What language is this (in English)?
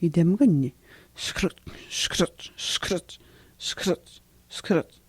Atikamekw